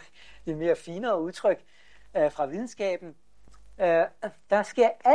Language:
Danish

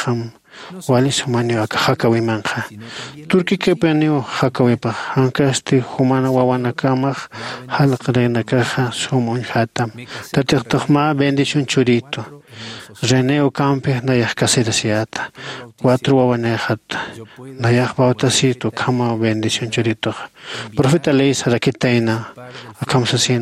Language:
Aymara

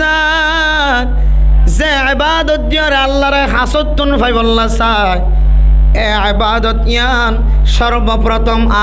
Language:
Rohingya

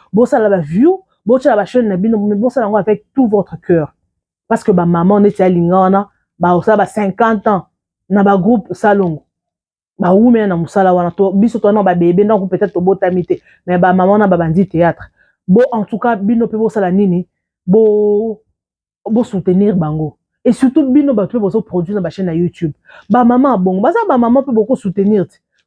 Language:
Lingala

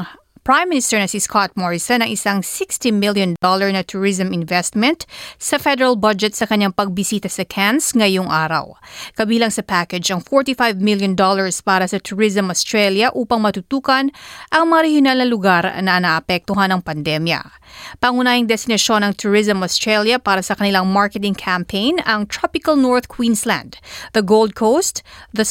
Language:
Filipino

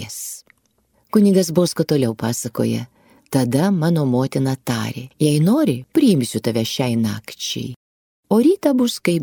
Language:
Lithuanian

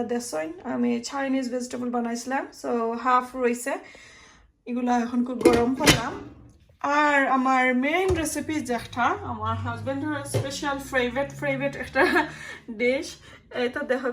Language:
Sylheti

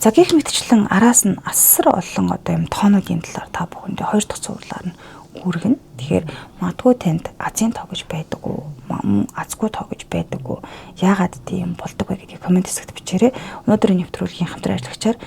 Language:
Mongolian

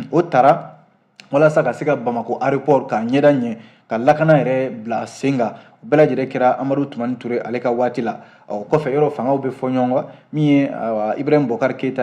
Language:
Bambara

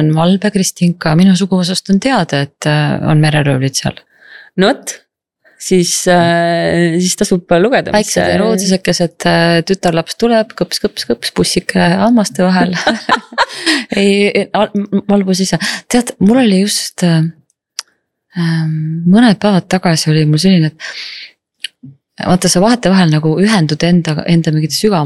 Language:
Estonian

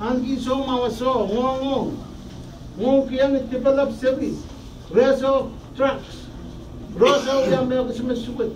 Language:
Pohnpeian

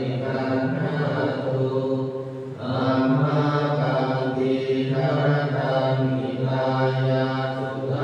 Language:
Pali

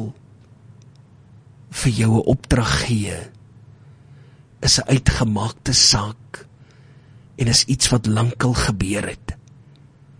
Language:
Afrikaans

